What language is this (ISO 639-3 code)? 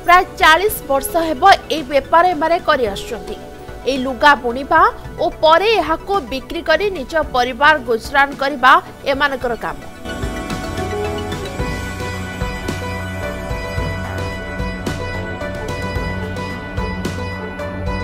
ori